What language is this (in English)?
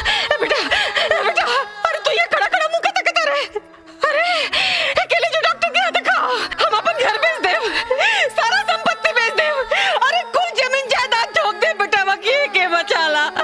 Bhojpuri